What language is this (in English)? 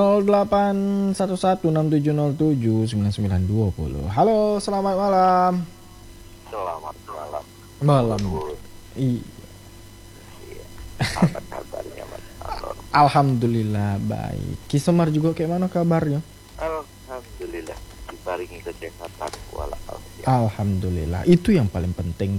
Indonesian